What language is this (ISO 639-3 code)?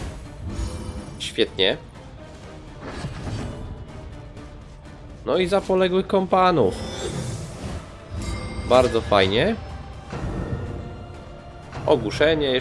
pol